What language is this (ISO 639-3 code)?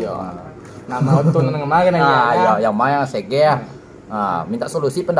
min